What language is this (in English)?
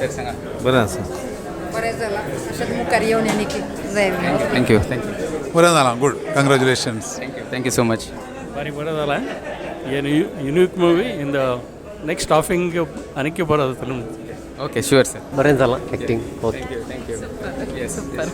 Konkani